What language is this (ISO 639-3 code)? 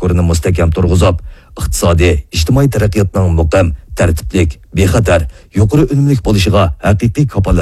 uig